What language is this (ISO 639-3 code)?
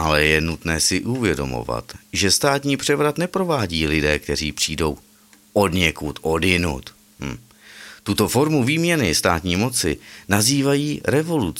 ces